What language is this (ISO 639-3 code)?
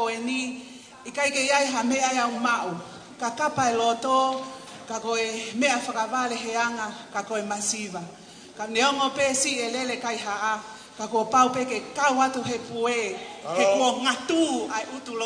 ton